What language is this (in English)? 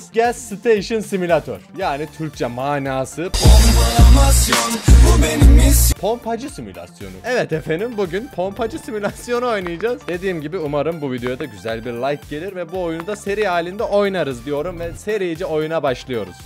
Turkish